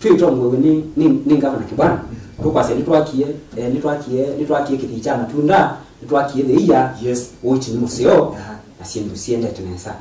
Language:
Kamba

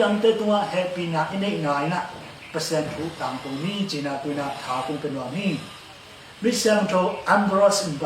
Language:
Tedim Chin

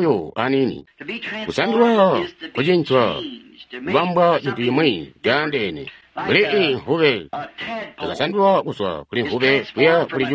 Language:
Tonga (Zambia)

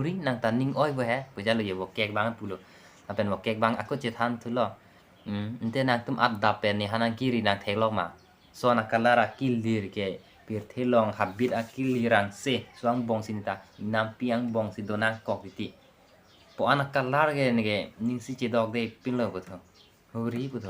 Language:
Karbi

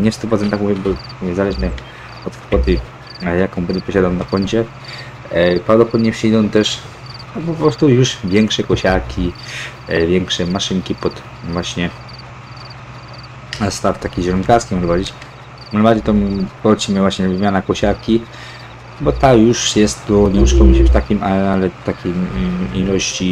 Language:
Polish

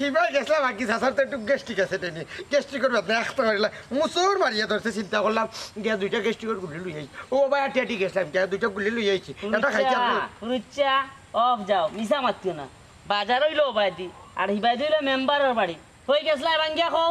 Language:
Sylheti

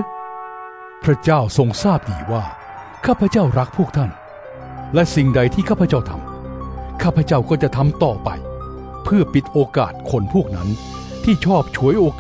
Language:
Thai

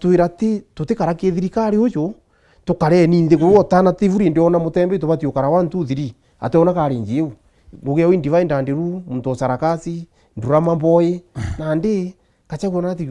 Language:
Meru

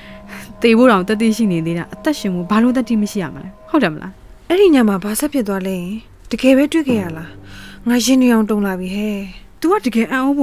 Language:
Burmese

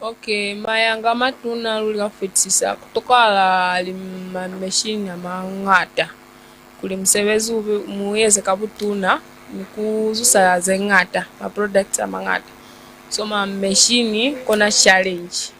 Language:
Lozi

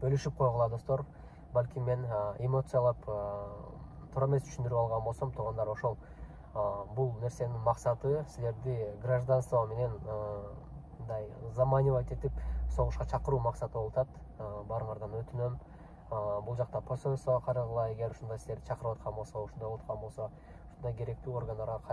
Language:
Kyrgyz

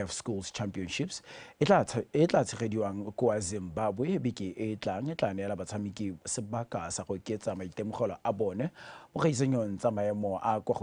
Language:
Tswana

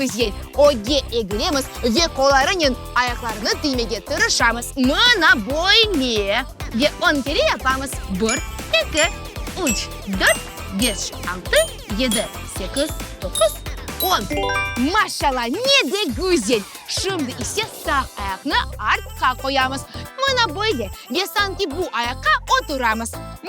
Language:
Crimean Tatar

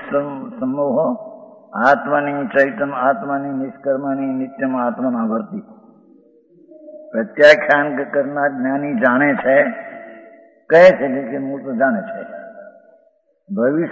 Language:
Gujarati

